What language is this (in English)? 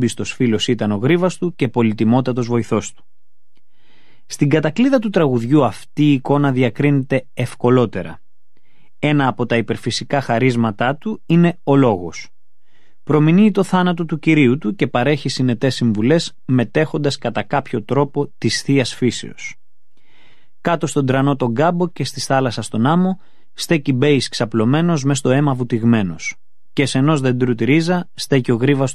Greek